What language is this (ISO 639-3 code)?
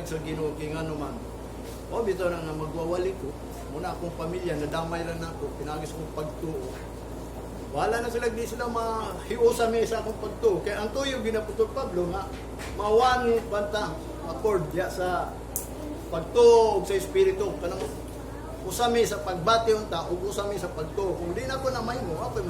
ceb